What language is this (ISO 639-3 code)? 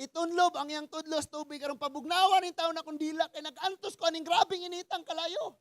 ceb